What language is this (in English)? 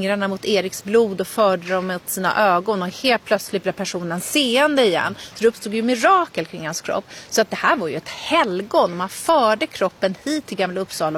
Swedish